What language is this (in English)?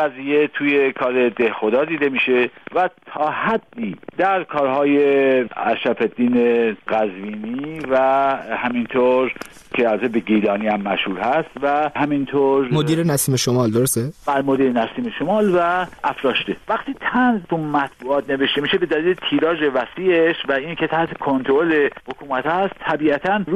Persian